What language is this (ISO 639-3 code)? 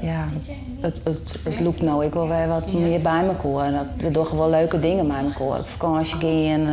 fry